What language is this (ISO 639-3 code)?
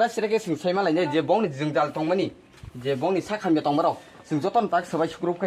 trp